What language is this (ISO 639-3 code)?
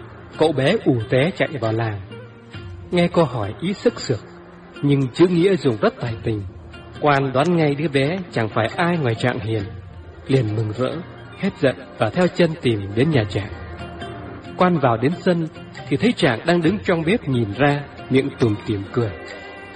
vie